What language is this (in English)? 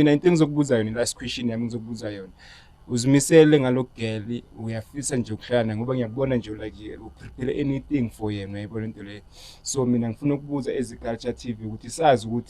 Zulu